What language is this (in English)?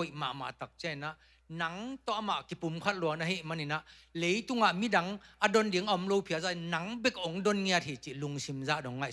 Tedim Chin